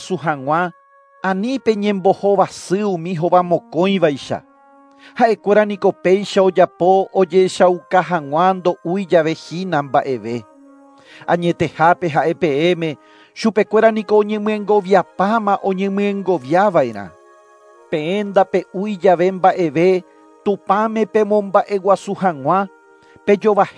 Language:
Guarani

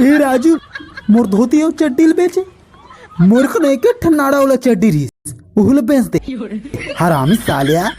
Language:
Chhattisgarhi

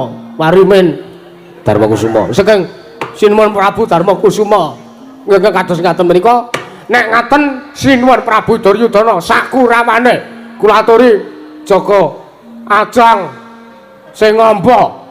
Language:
Javanese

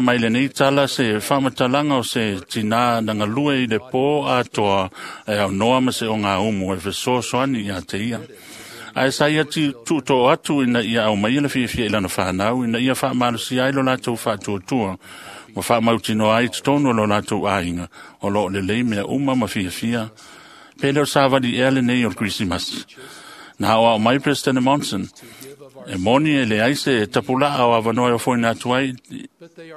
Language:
Samoan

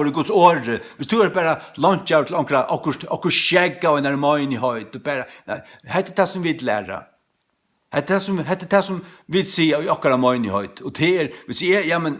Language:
Faroese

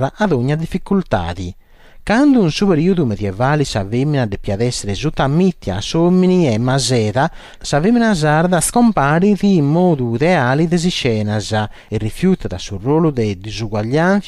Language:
Sardinian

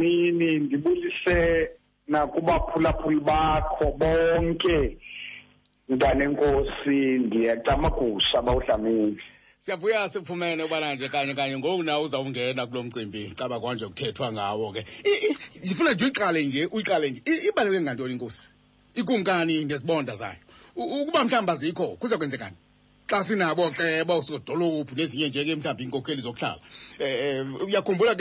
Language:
Xhosa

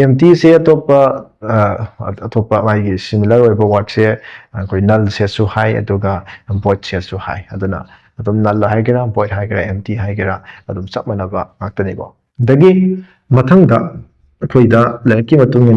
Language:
Manipuri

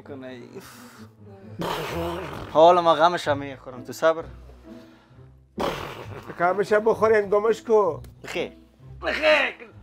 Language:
Persian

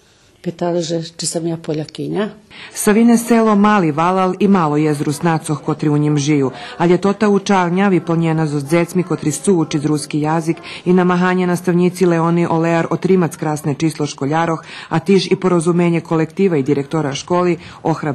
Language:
Rusyn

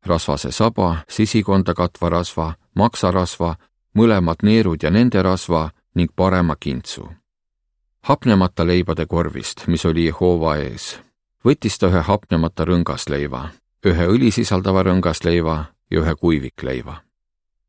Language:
Estonian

